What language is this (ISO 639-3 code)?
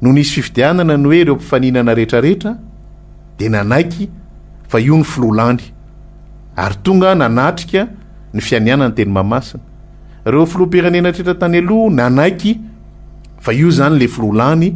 mlg